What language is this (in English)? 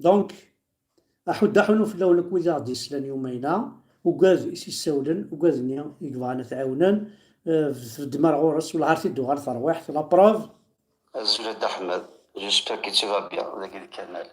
Kabyle